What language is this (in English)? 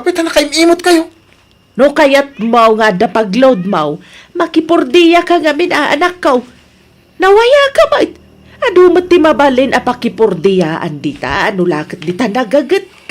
Iloko